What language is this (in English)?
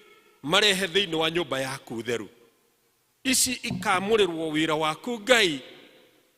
Kikuyu